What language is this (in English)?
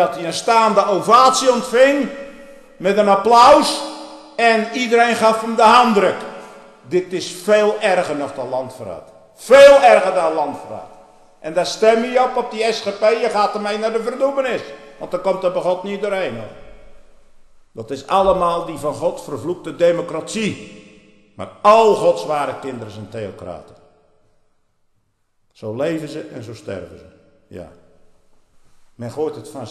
Dutch